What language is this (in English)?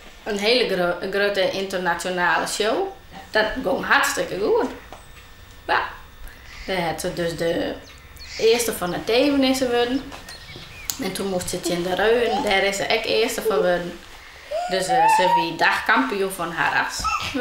Western Frisian